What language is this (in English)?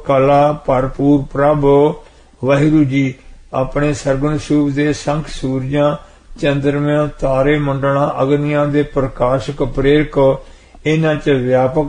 Punjabi